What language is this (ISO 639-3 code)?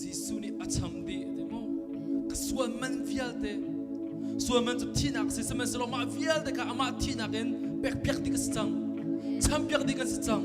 cnh